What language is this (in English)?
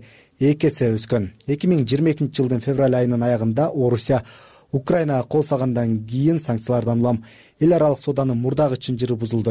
Kyrgyz